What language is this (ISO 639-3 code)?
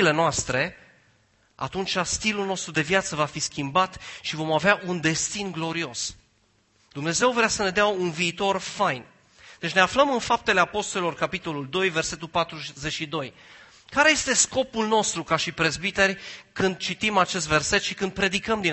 ron